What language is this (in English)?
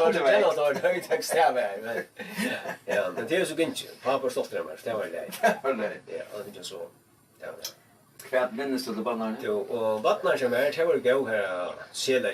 Faroese